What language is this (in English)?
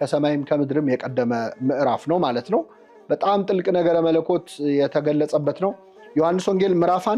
Amharic